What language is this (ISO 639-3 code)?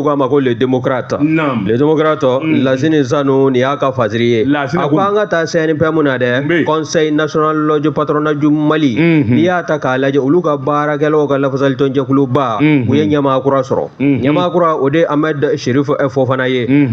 bam